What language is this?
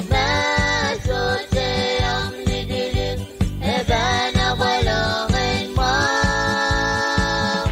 Pohnpeian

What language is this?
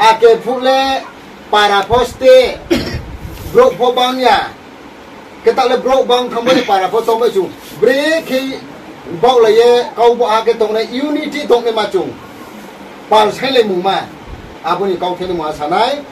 Riang (India)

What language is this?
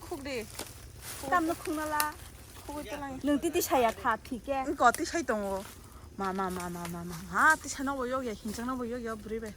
Kok Borok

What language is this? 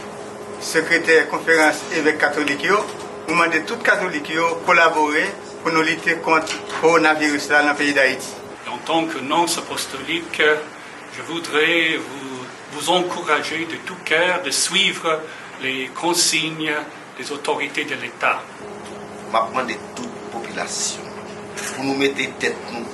Haitian Creole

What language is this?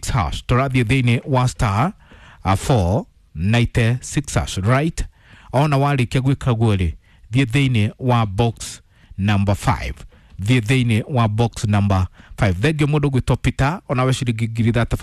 Kikuyu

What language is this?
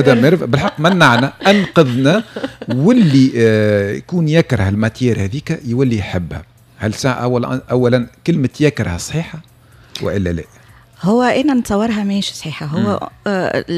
Tunisian Arabic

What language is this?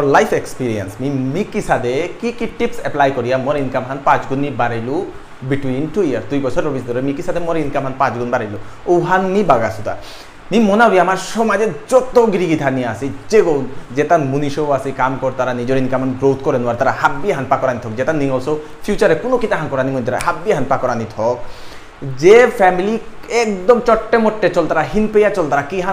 Bishnupriya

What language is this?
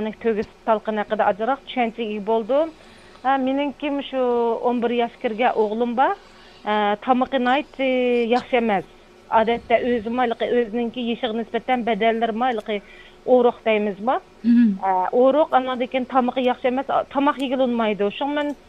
Uyghur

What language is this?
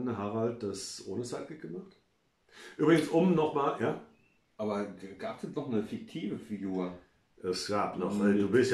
German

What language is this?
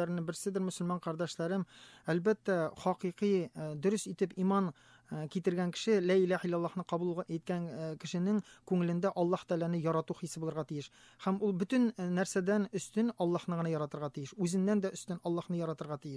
Tatar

